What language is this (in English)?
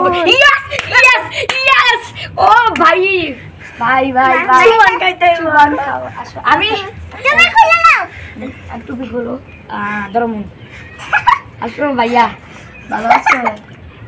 Bangla